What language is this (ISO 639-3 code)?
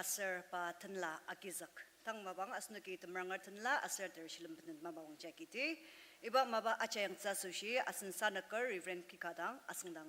njo